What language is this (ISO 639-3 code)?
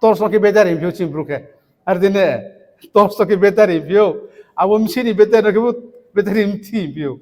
ria